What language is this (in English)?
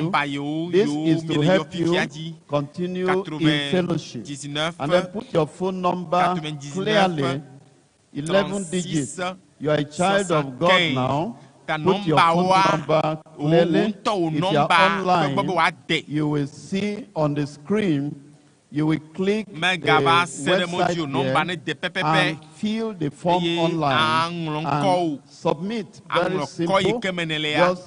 Ewe